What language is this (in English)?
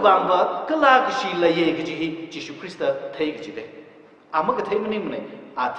Tangkhul Naga (India)